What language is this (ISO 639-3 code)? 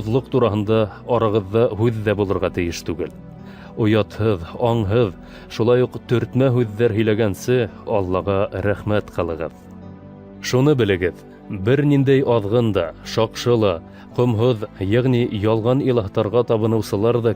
bak